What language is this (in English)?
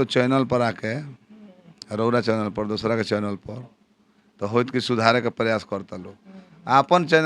Bhojpuri